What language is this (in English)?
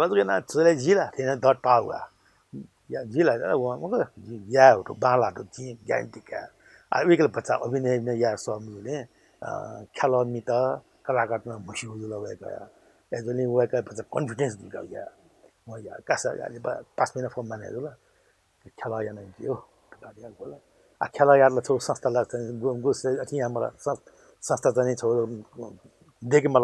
Newari